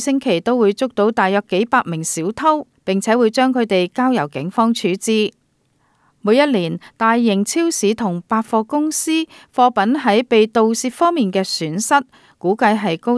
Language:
Cantonese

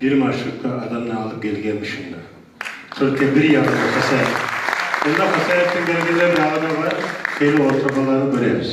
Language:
Kumyk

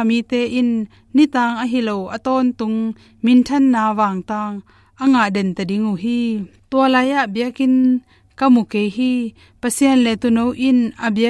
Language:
Tedim Chin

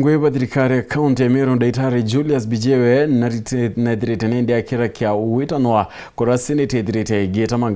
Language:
Meru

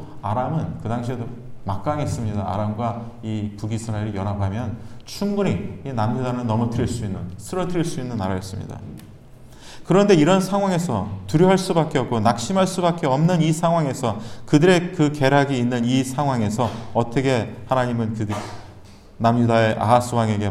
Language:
Korean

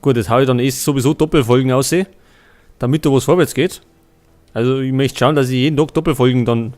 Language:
Bavarian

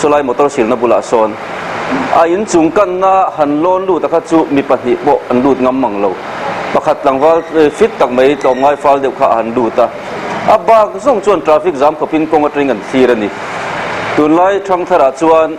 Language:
Mizo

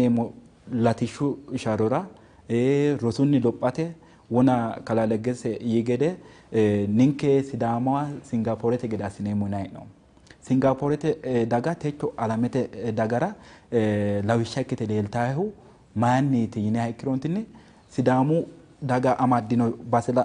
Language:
Sidamo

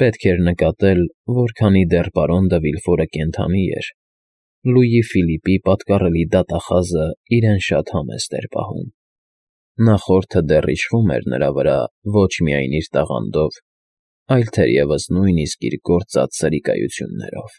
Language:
Armenian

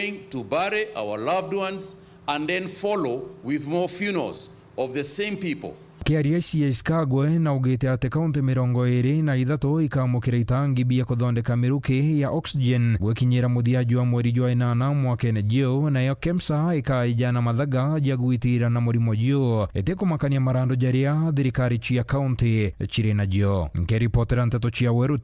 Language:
Meru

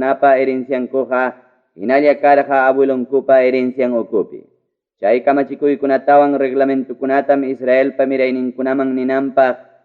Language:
Ayacucho Quechua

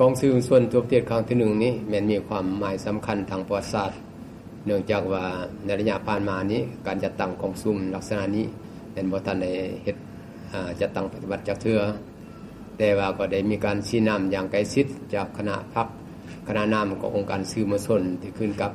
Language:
Lao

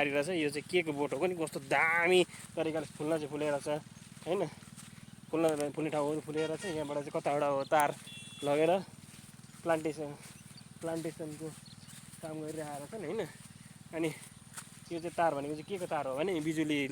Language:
Nepali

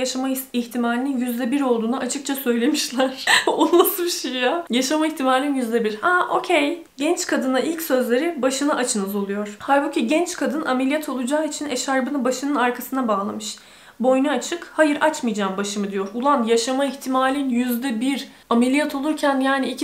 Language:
Turkish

